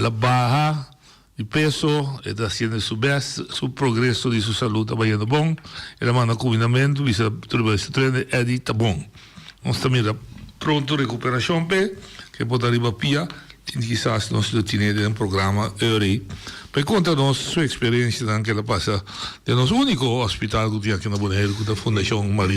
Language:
Papiamento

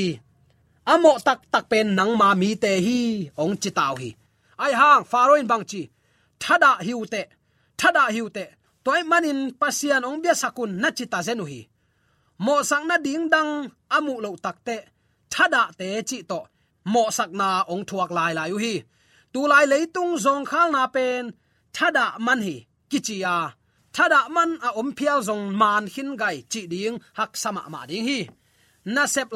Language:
Tedim Chin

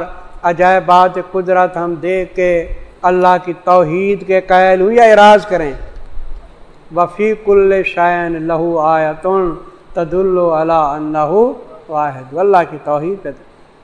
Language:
Urdu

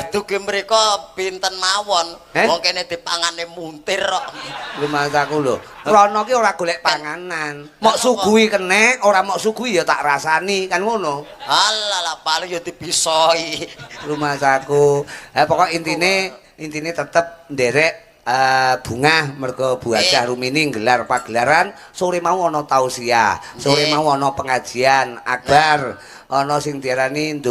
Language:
Javanese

